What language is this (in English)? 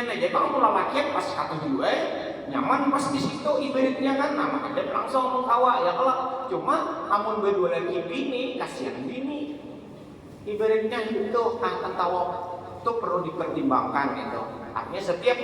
Banjar